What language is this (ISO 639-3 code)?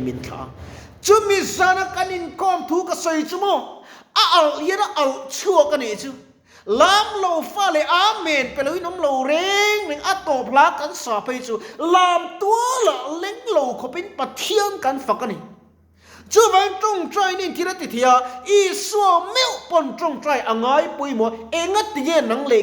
lus